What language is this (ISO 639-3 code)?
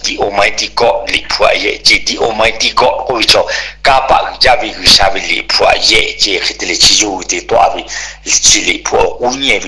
lhu